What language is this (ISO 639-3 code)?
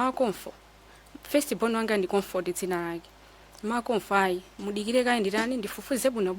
nya